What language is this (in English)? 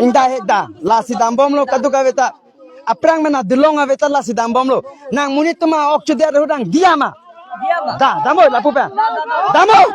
Karbi